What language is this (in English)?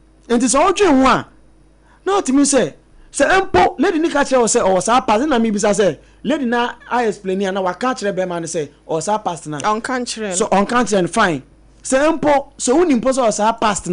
Akan